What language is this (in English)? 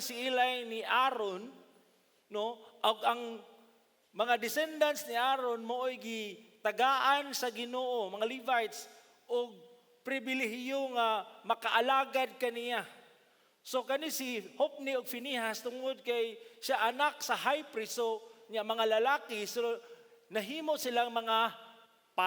Cebuano